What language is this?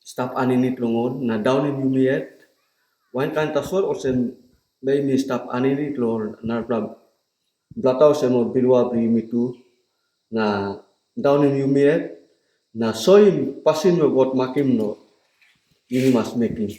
Tok Pisin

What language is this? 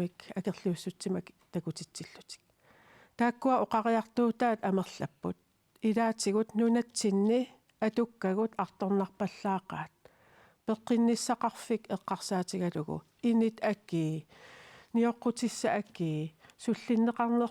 Kalaallisut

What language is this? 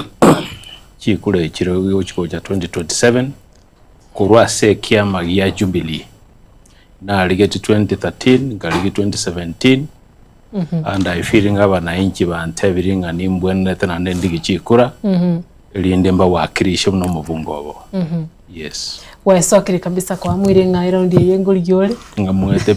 Gusii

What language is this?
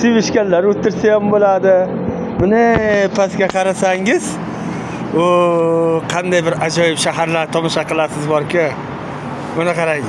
Uzbek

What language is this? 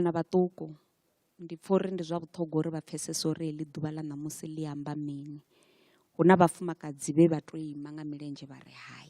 Venda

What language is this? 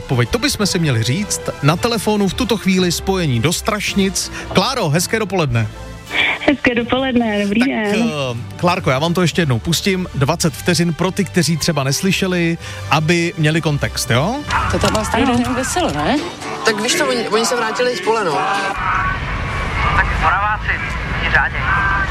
Czech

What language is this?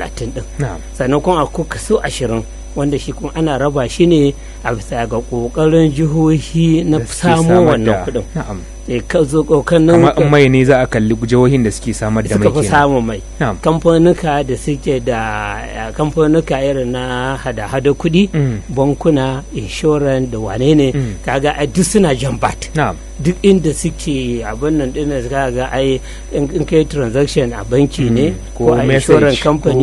Hausa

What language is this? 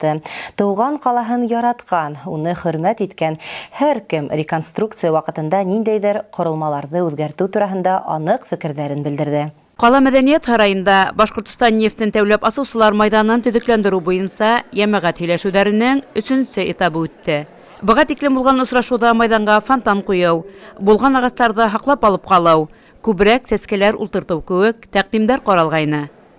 Bashkir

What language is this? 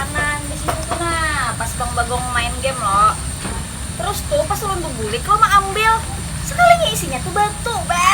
Banjar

